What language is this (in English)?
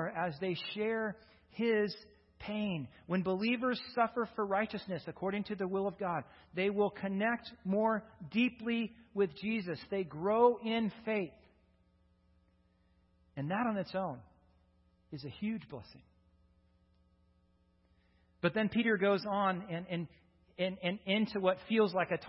English